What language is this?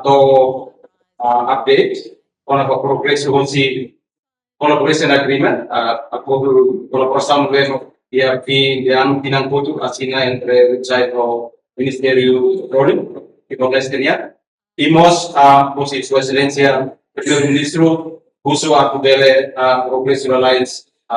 Tetum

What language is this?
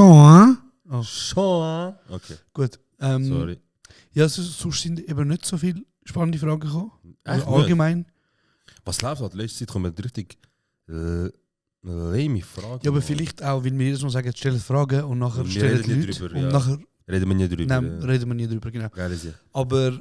Swiss German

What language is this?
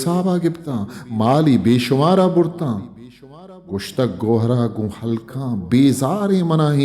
Eastern Balochi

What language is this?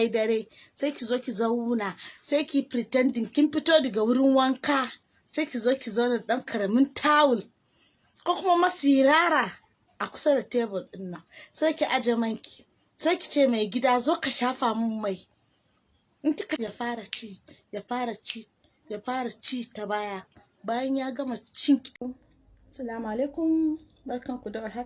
Hausa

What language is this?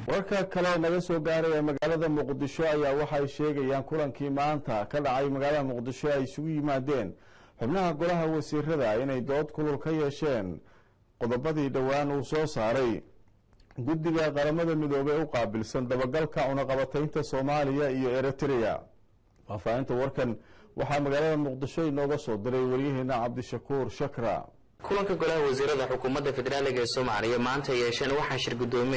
Somali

